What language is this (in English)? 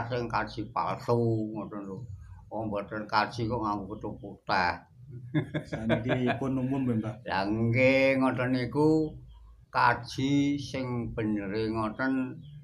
Javanese